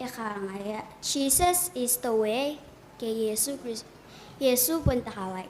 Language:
Gilbertese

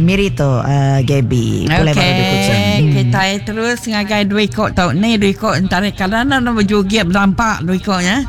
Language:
Iban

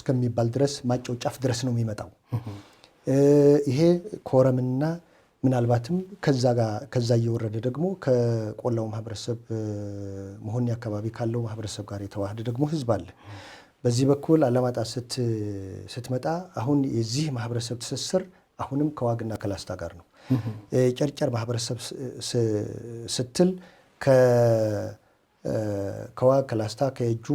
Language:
Amharic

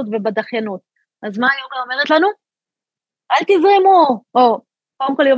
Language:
Hebrew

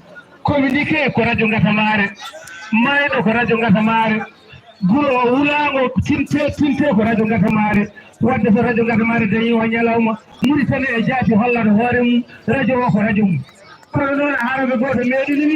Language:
Fula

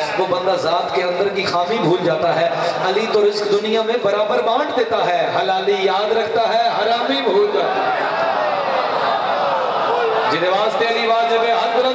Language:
Urdu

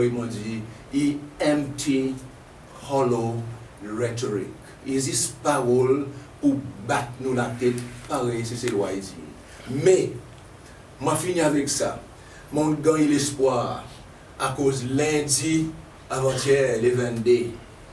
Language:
Seselwa Creole French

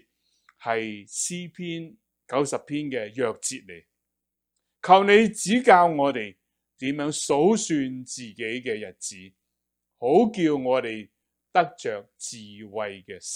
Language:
Cantonese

